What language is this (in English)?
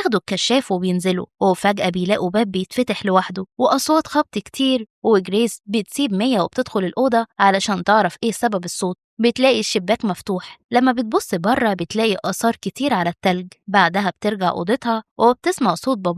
Egyptian Arabic